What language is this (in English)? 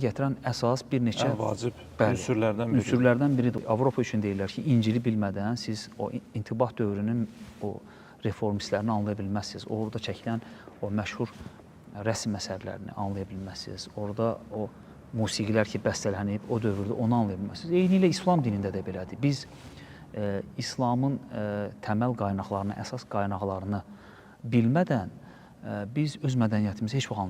Azerbaijani